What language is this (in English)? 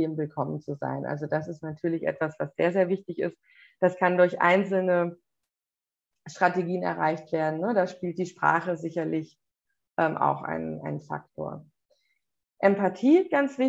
German